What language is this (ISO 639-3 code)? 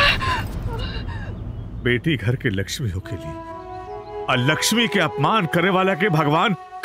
bho